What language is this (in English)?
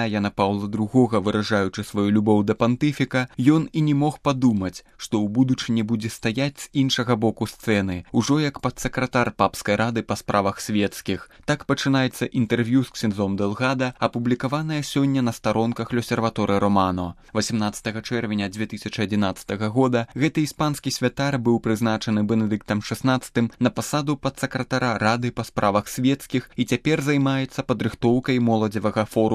Belarusian